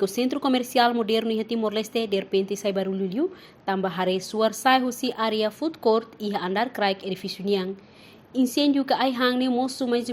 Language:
Tetum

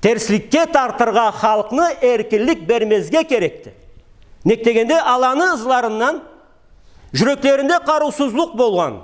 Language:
Karachay-Balkar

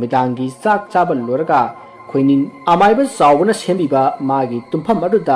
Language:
Manipuri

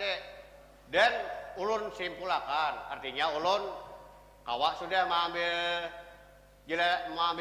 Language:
Banjar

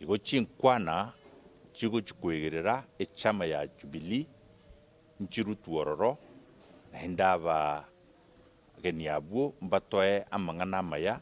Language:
Gusii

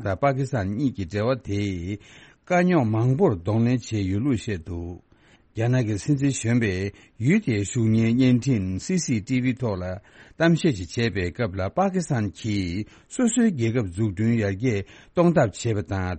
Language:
Tibetan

